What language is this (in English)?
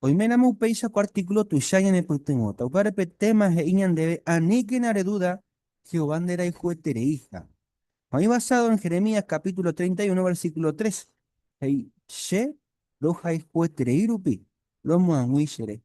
Guarani